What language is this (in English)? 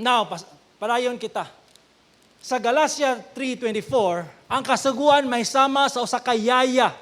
Cebuano